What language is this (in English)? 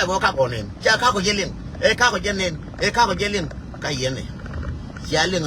Nuer